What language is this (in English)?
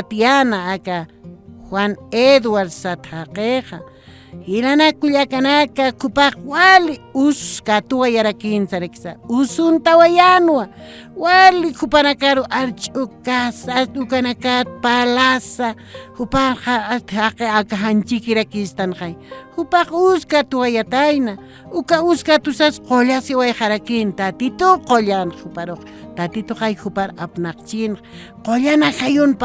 Aymara